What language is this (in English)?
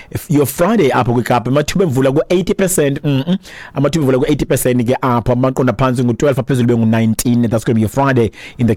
Xhosa